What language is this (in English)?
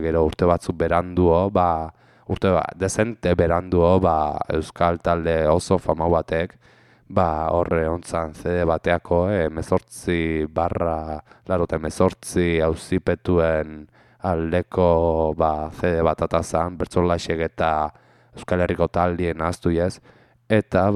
Basque